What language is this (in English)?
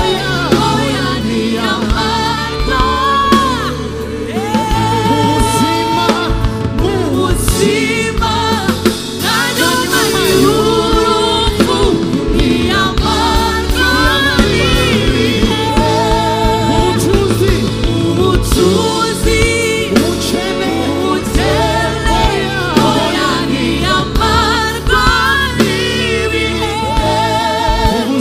Kinyarwanda